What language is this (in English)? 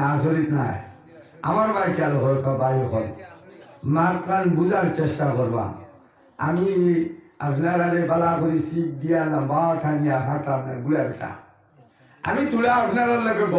Sylheti